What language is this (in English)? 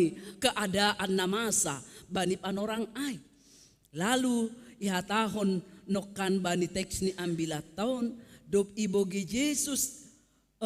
Batak Simalungun